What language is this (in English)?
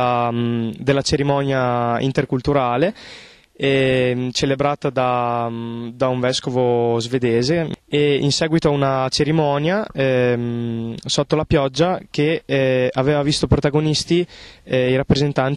Italian